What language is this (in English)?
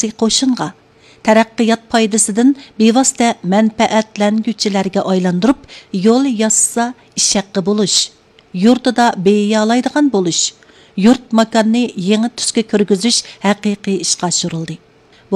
Uyghur